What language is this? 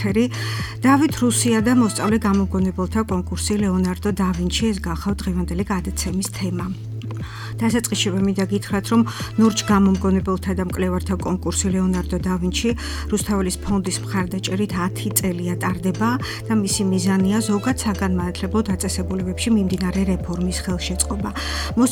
Georgian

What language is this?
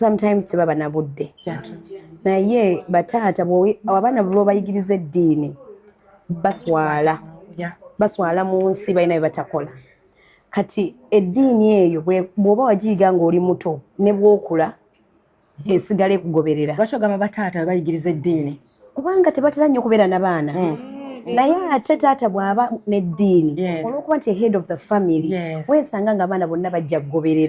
Ganda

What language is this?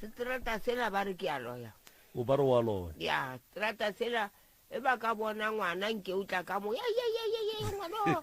Northern Sotho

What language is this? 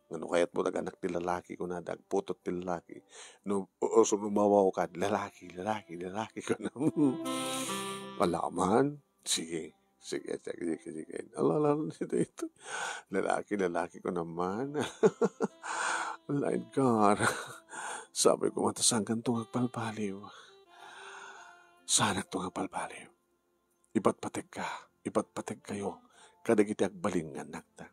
Iloko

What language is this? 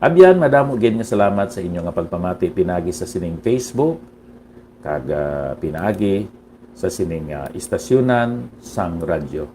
Hiligaynon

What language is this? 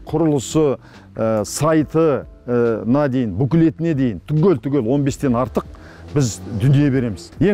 Kazakh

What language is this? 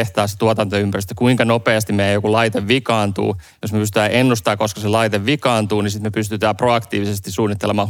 Finnish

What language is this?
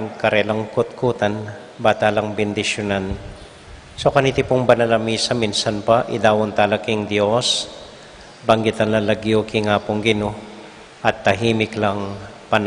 Pampanga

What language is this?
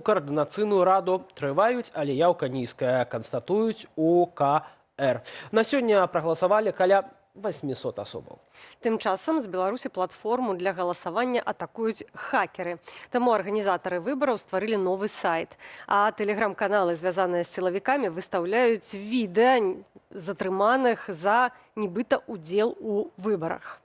Belarusian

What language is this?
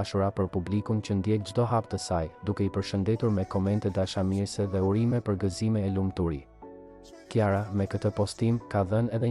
Albanian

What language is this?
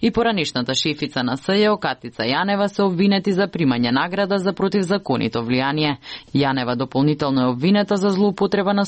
Macedonian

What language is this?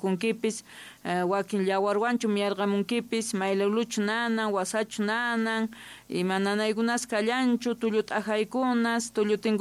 South Bolivian Quechua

